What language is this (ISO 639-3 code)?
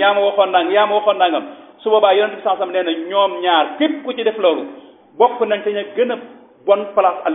wol